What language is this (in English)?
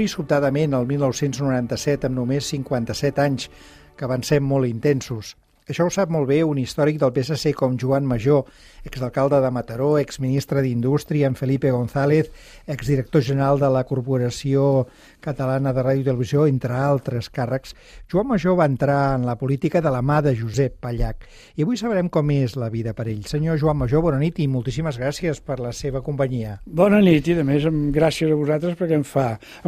Catalan